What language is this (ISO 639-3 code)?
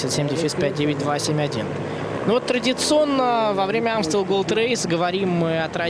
rus